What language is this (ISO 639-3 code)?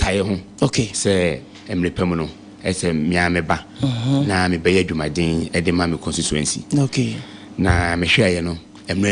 aka